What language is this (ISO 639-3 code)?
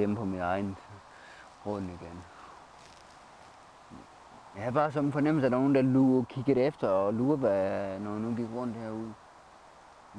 dan